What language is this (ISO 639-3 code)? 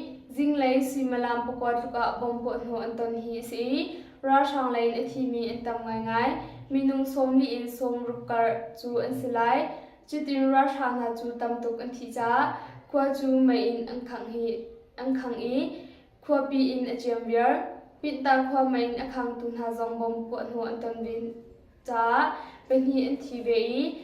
cnh